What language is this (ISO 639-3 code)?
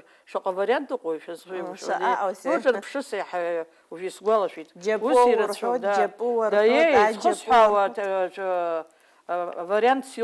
abk